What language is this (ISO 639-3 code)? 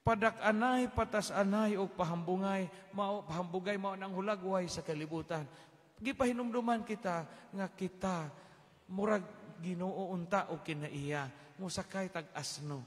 ceb